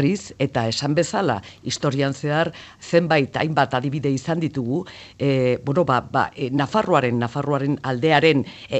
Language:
Basque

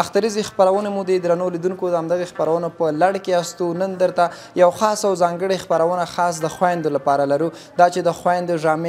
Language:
Pashto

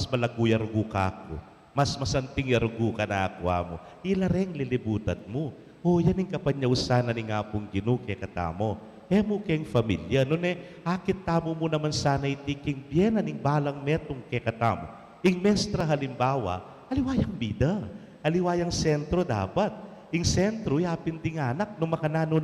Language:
Pampanga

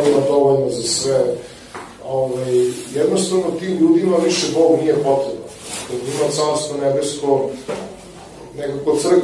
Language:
Serbian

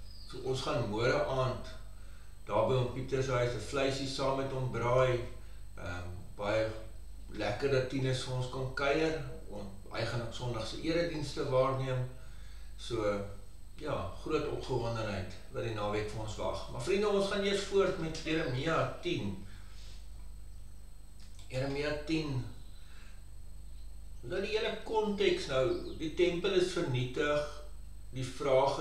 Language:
Afrikaans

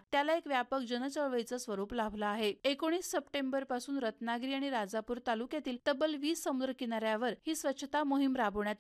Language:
Marathi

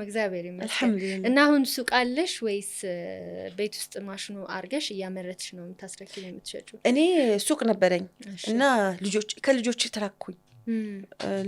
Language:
Amharic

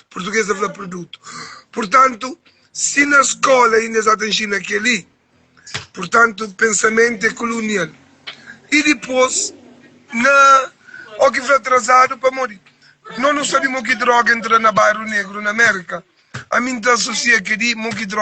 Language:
Kabuverdianu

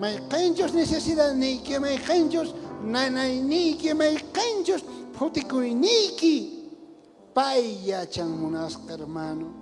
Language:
South Bolivian Quechua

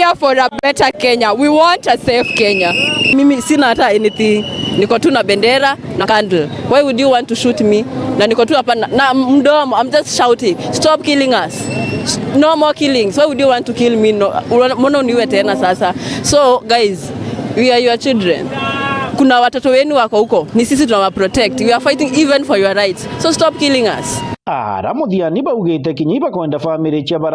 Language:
Meru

